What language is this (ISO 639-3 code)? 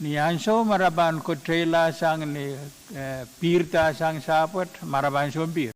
pon